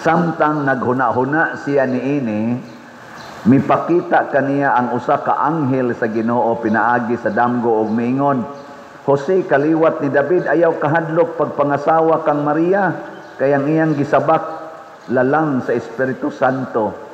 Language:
Cebuano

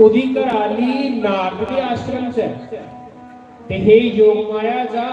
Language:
Dogri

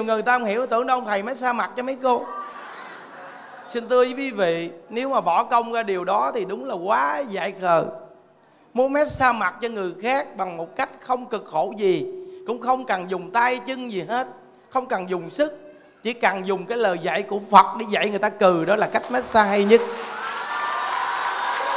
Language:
Vietnamese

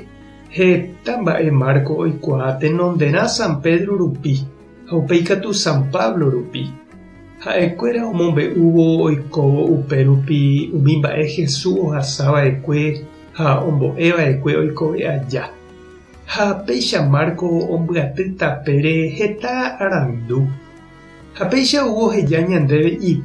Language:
Guarani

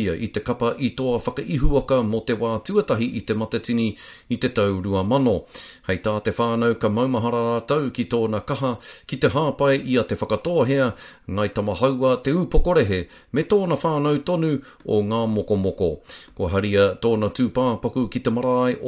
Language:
Māori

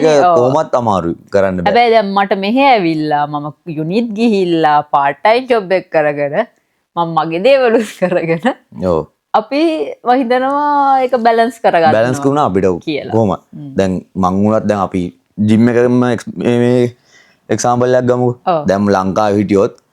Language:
Sinhala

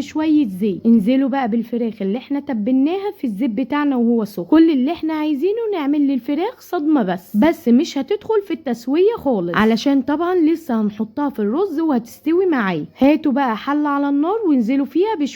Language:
Egyptian Arabic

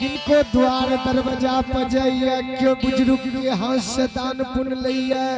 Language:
Angika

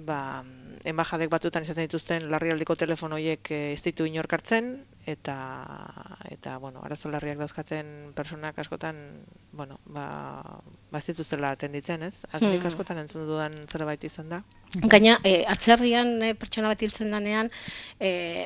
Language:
Basque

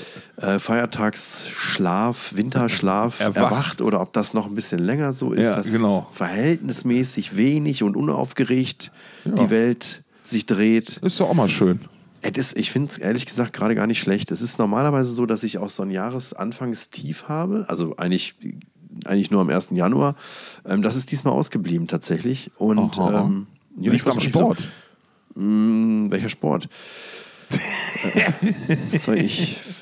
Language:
German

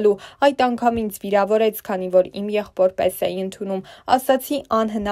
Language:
Armenian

